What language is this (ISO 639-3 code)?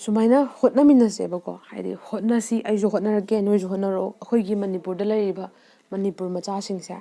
mni